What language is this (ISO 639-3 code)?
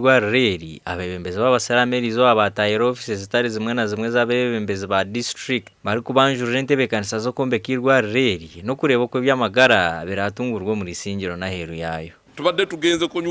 nyn